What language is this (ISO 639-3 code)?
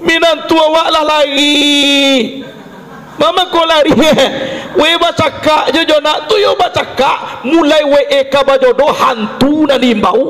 min